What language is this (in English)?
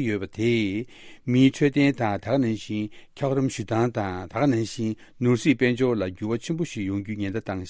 Tibetan